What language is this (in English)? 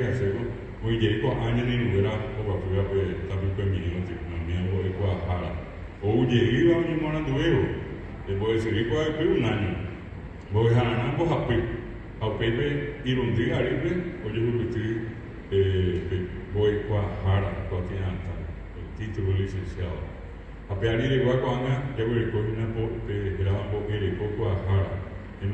Guarani